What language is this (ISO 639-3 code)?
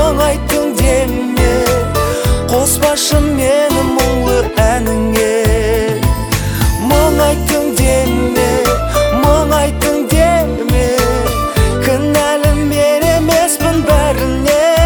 kaz